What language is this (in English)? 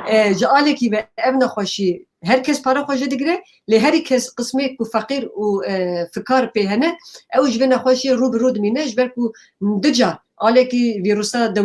Kurdish